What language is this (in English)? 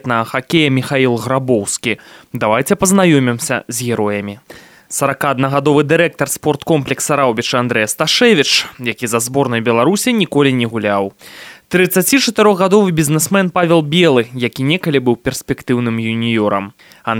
Belarusian